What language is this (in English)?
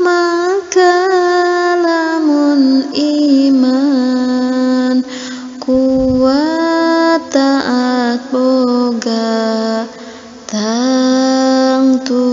Sundanese